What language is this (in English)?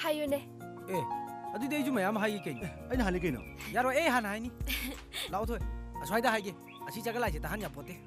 Manipuri